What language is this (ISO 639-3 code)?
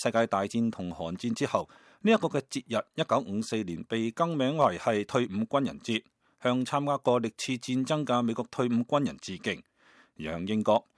yue